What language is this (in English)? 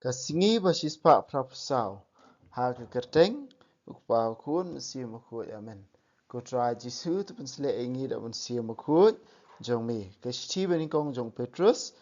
Khasi